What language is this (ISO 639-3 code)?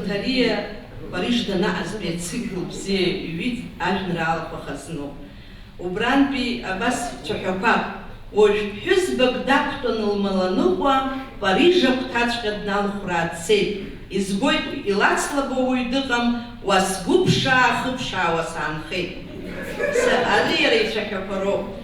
abk